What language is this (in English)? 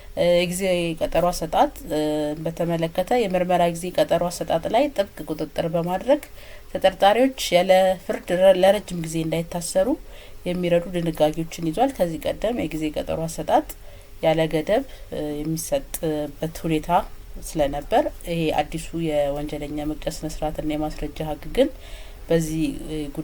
Amharic